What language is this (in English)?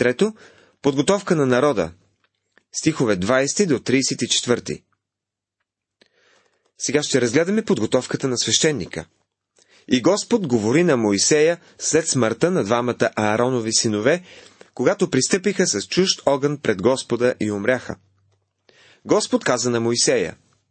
Bulgarian